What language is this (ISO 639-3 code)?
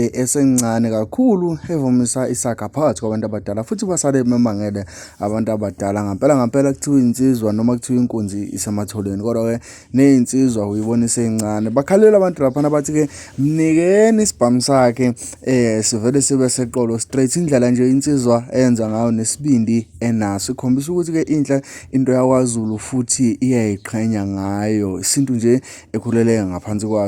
zul